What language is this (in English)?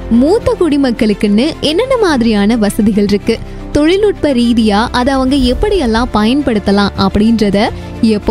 Tamil